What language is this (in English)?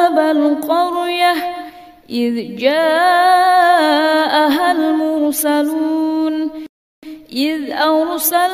Arabic